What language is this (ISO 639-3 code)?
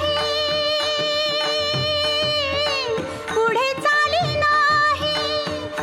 mar